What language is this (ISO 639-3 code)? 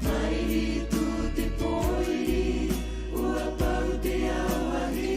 tah